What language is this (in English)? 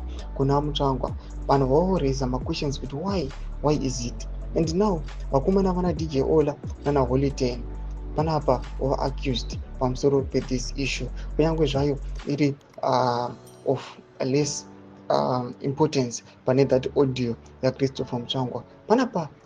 Shona